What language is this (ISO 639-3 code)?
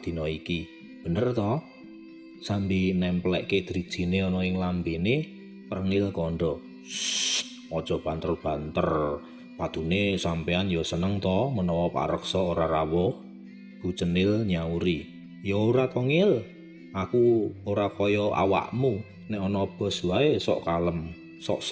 jav